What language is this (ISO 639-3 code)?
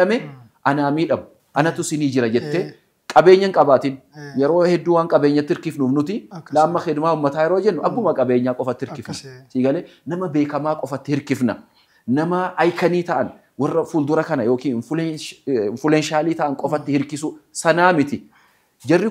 orm